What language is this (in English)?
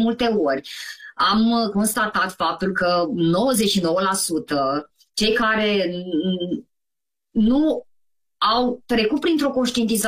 Romanian